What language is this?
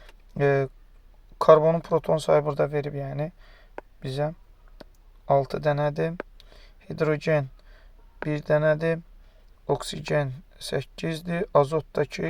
Azerbaijani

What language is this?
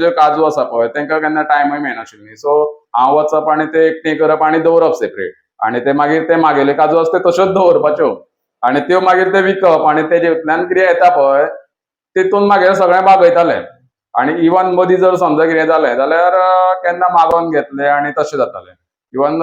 Konkani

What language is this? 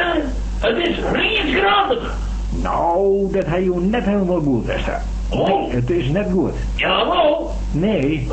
Western Frisian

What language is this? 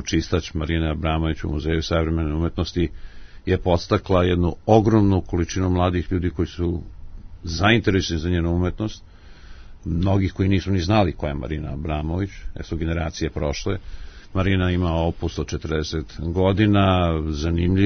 Serbian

